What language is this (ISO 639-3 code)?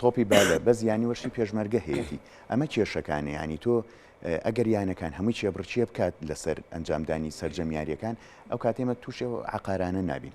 ckb